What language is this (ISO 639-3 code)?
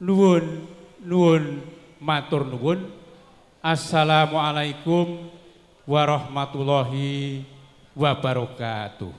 jav